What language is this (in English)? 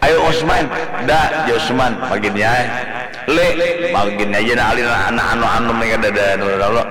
Banjar